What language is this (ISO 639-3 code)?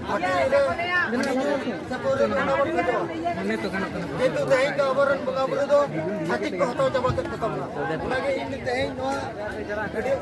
sat